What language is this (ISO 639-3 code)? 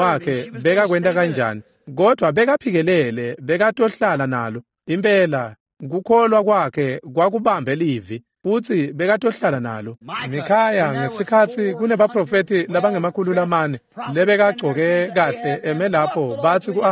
ssw